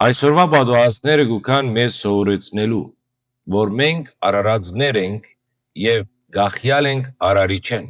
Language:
Western Armenian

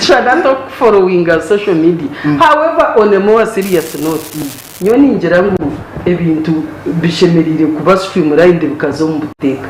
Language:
Nyankole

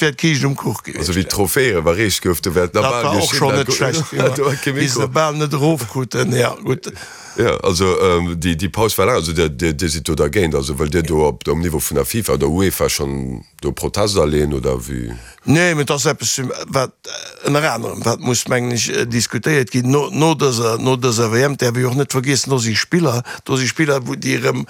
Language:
Luxembourgish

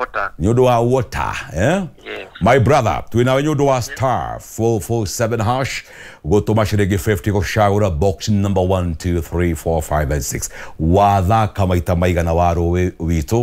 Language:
Kikuyu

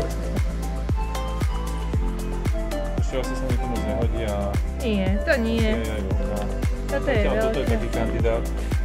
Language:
Slovak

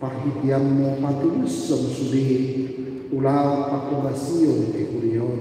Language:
Batak Toba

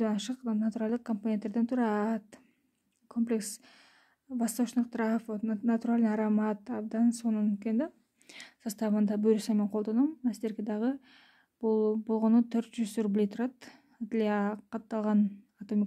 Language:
Kyrgyz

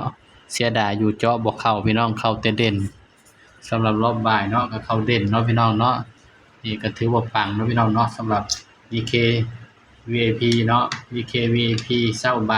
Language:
Northeastern Thai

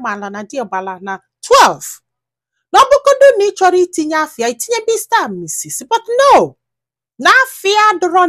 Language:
Igbo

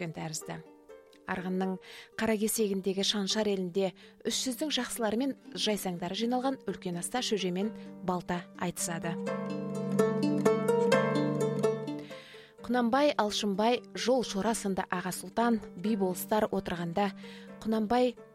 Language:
Kazakh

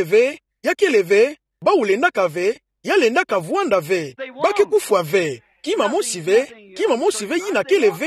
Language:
Kituba (Democratic Republic of Congo)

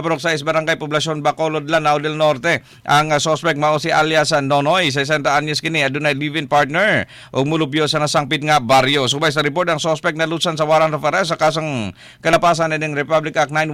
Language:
Cebuano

